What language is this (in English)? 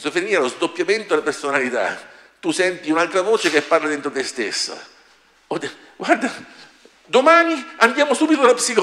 Italian